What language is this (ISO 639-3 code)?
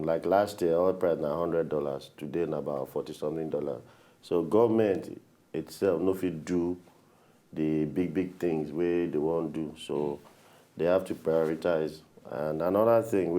pcm